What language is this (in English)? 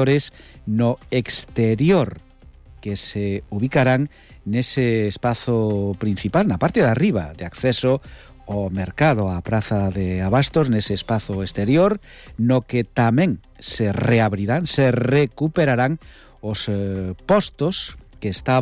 Galician